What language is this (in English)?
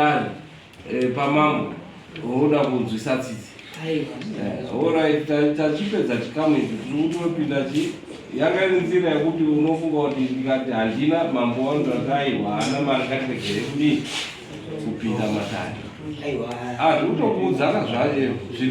Shona